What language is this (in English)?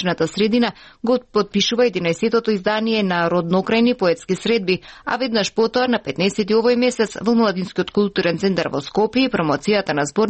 Macedonian